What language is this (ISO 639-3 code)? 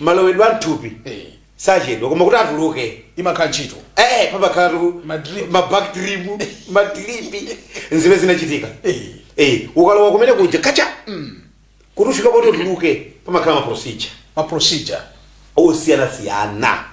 nya